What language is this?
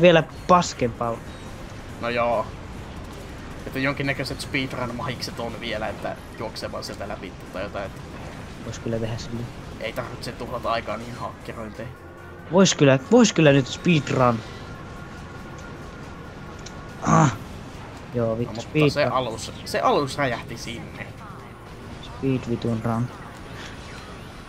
Finnish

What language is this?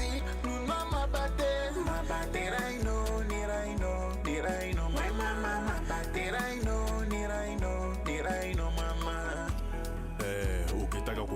Meru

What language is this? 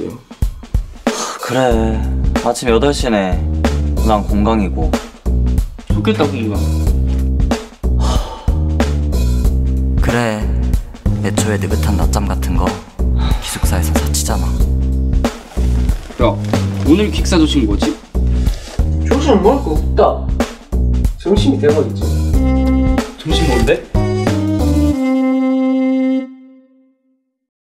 Korean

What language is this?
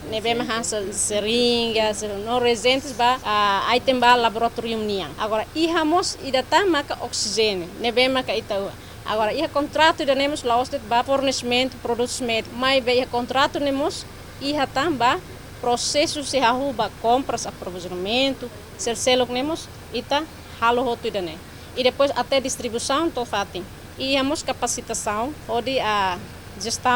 Tetum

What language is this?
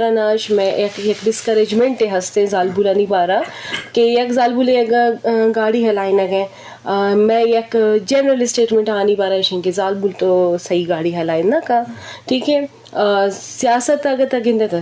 Eastern Balochi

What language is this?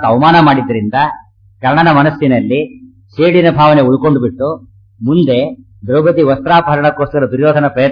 Kannada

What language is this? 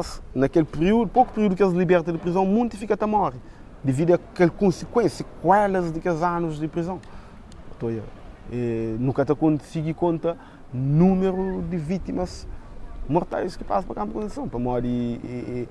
Kabuverdianu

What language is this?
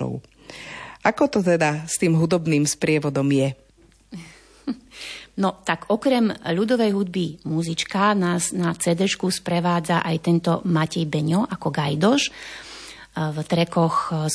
Slovak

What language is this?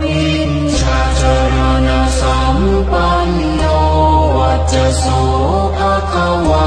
Pali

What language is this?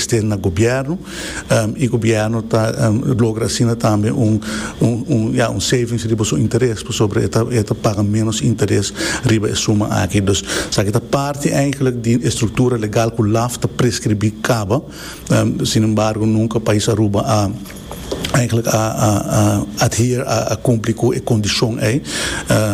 Papiamento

